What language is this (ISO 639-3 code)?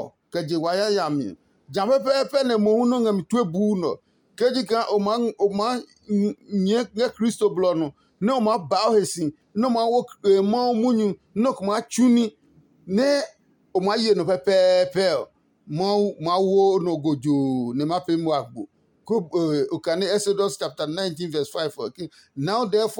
ada